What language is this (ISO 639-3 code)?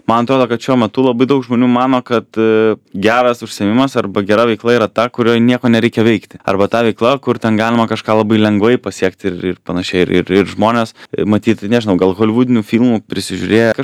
lit